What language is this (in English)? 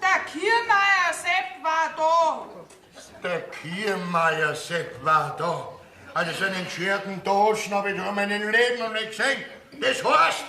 Bavarian